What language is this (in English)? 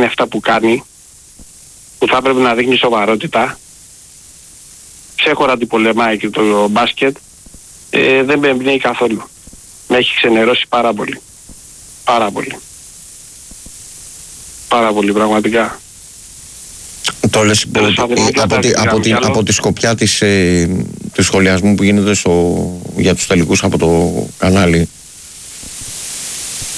Greek